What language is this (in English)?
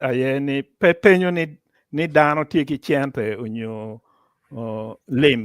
Acoli